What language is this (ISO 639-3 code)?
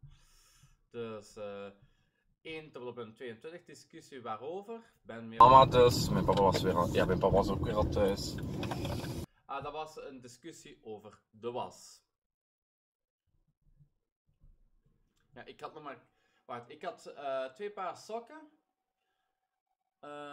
nld